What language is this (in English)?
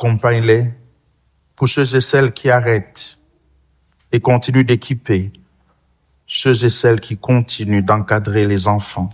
French